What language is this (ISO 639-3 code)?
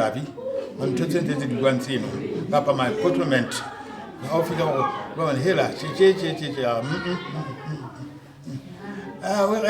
sot